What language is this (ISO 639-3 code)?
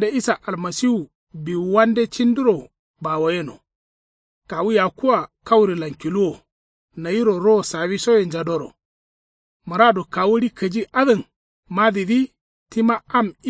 kau